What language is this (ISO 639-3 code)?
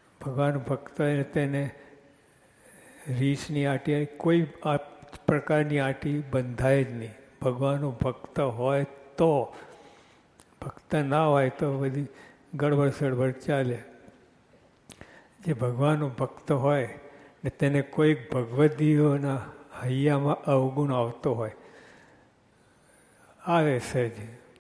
guj